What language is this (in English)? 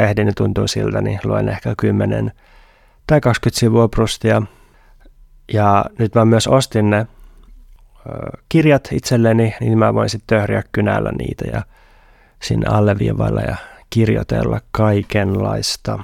Finnish